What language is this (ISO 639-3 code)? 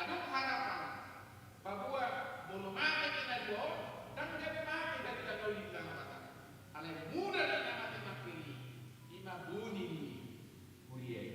bbc